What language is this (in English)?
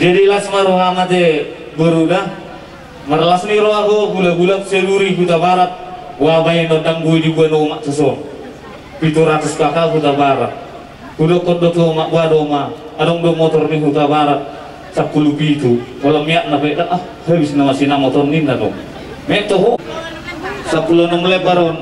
Batak Toba